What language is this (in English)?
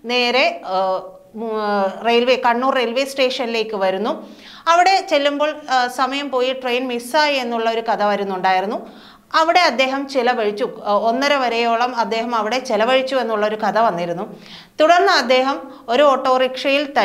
Malayalam